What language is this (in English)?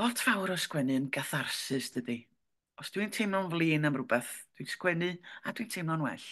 Welsh